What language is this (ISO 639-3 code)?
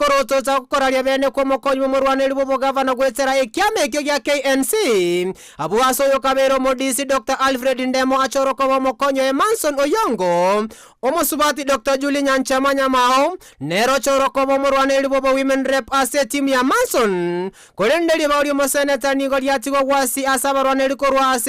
guz